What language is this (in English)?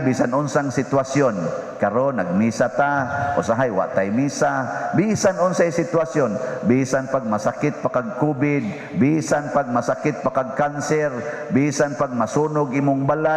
Cebuano